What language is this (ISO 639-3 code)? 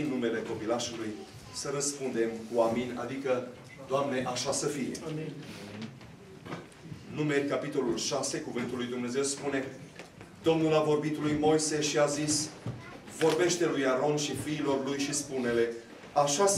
ron